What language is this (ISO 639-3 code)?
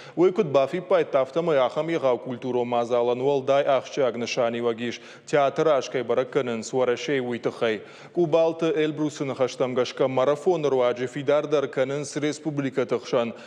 oss